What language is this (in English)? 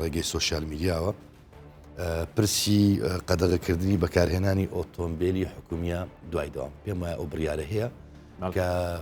Central Kurdish